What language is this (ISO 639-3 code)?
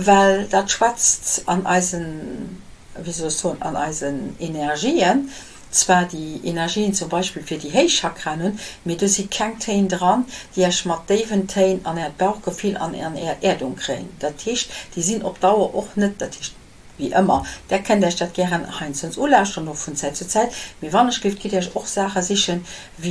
ltz